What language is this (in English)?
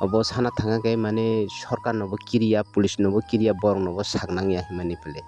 Kok Borok